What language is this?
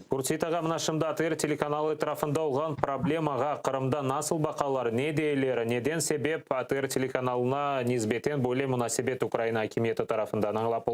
Crimean Tatar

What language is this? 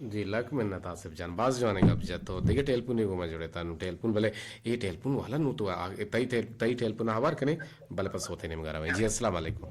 Eastern Balochi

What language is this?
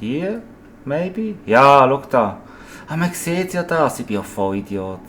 Swiss German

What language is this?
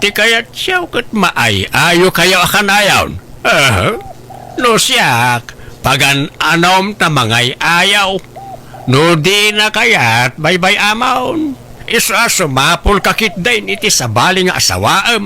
Iloko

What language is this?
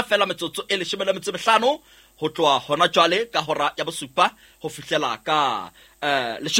Southern Sotho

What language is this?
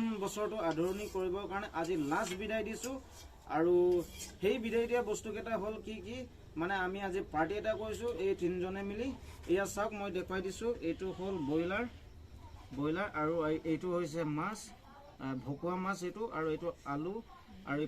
Assamese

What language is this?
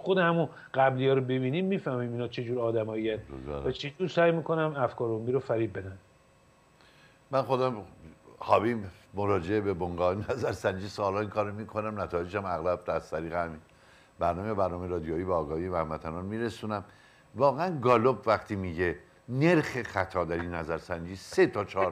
Persian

